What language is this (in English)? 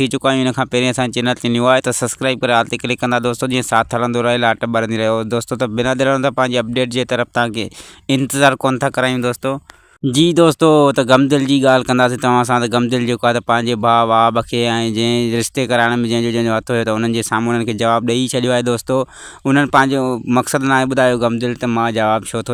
Sindhi